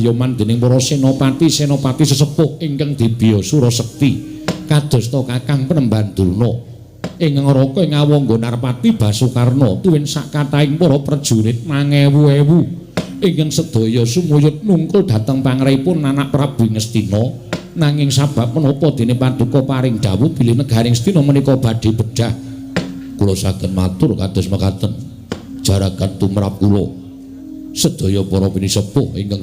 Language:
Javanese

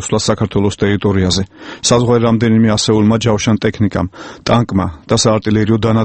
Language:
Georgian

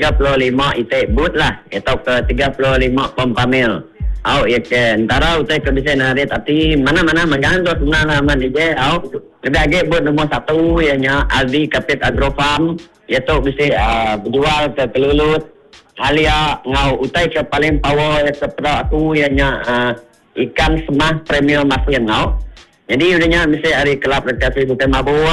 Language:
Iban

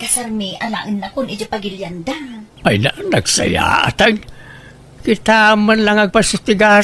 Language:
Iloko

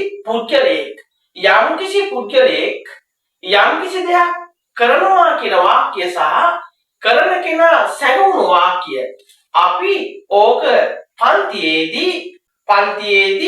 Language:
Sinhala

